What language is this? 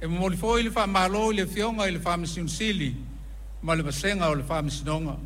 Samoan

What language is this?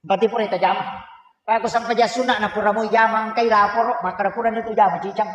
Buginese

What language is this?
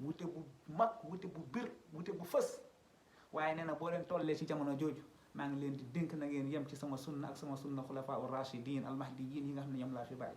Wolof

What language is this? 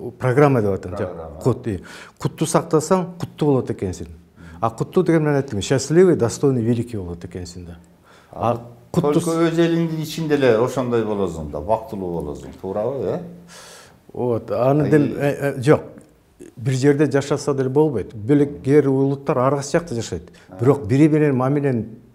Kyrgyz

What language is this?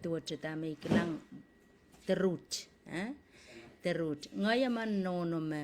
Pohnpeian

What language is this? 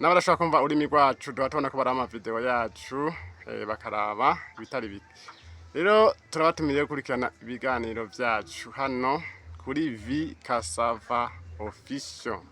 Rundi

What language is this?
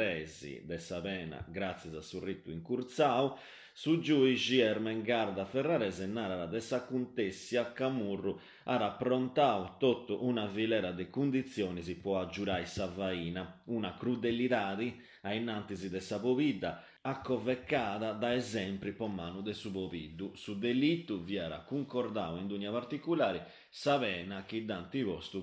Sardinian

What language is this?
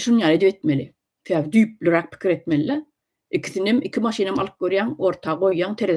Turkmen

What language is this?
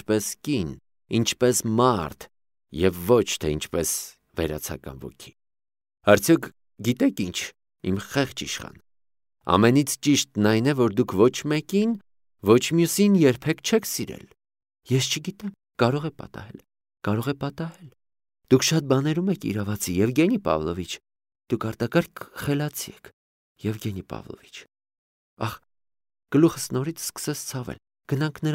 Armenian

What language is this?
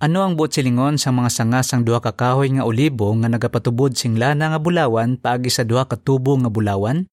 Hiligaynon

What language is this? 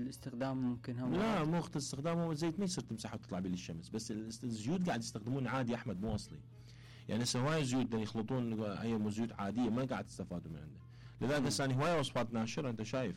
Mesopotamian Arabic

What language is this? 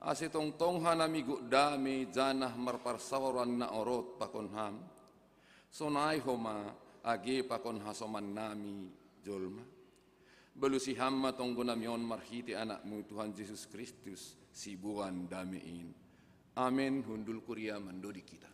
Batak Simalungun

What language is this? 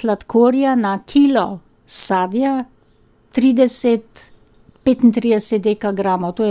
Slovenian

